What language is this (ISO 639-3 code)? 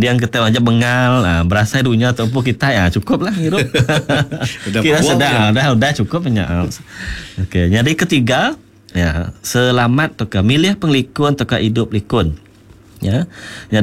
iba